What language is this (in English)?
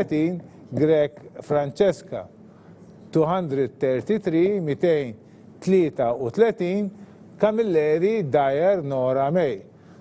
Maltese